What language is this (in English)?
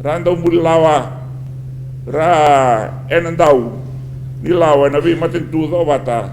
Fijian